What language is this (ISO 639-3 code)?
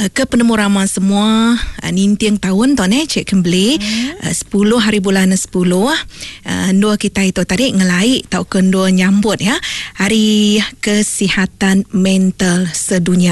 iba